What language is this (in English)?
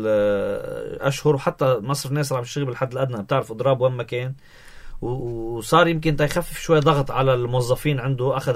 North Levantine Arabic